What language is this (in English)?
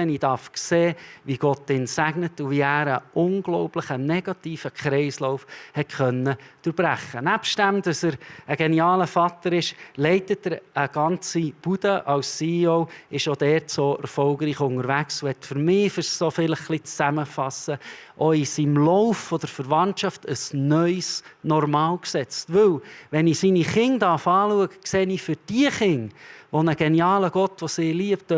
Swiss German